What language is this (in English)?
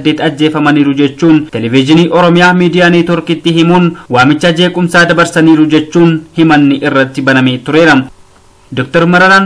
Oromo